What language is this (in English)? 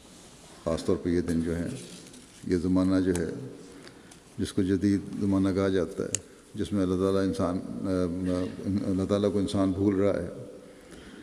Urdu